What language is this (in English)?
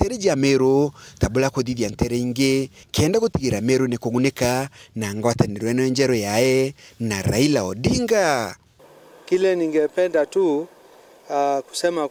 Meru